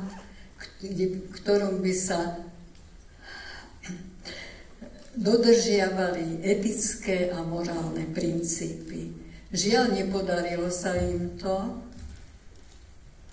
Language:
Slovak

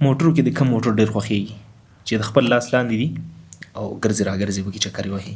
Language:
Pashto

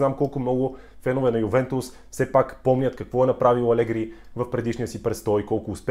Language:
Bulgarian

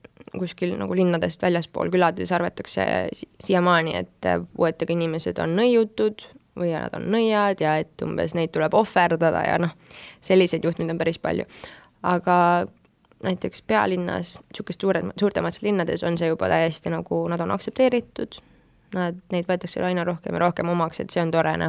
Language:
Estonian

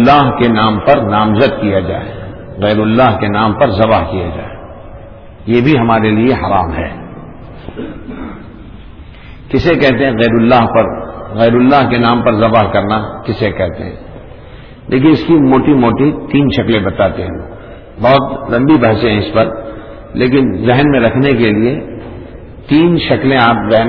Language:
Urdu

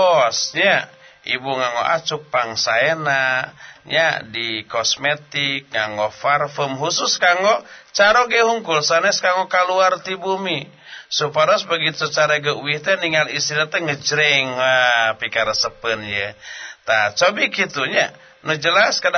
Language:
Sundanese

